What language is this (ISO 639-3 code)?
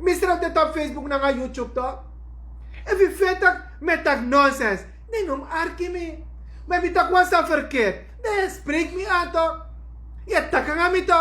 srn